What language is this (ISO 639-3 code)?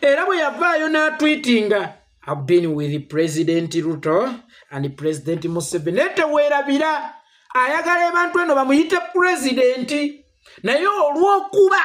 lug